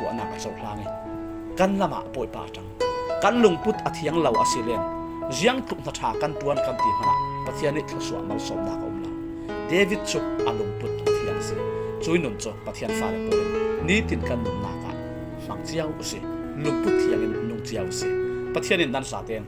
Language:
Falam Chin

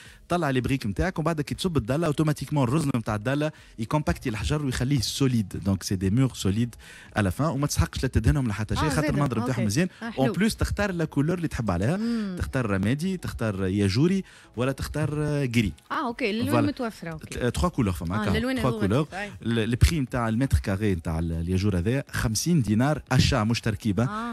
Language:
Tunisian Arabic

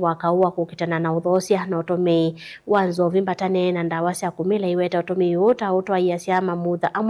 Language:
Kamba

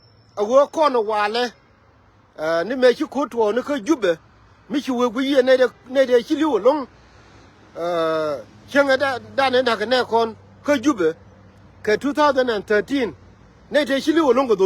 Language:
Nuer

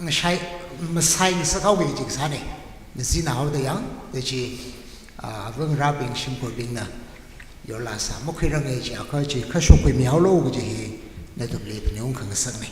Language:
Tangkhul Naga (India)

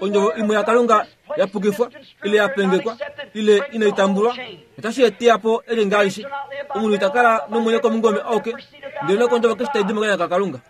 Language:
Kuanyama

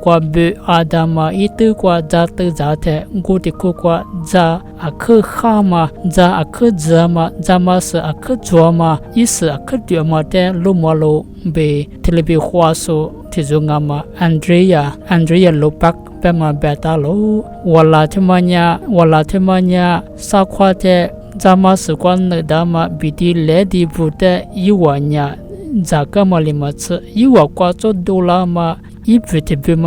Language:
Lisu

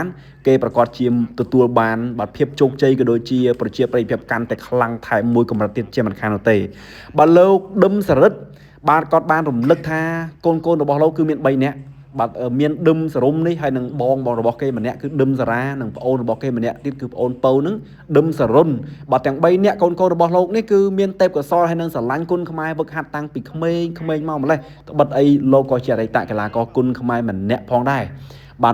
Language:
Khmer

